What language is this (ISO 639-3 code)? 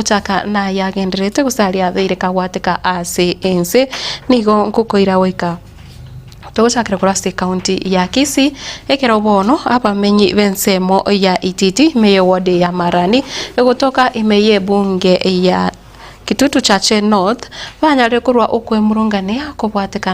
guz